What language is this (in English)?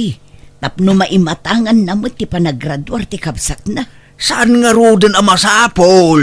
Iloko